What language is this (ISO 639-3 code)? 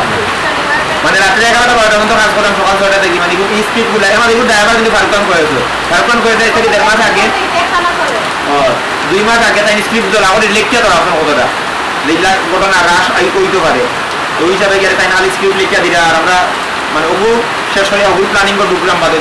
syl